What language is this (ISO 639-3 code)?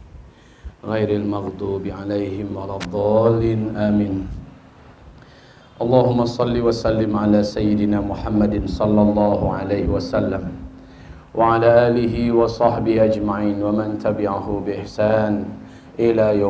ind